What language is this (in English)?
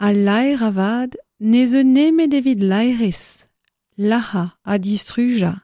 Breton